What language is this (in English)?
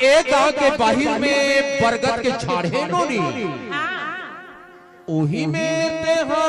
Chhattisgarhi